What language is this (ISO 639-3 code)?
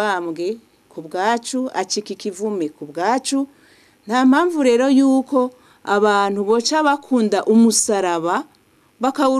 run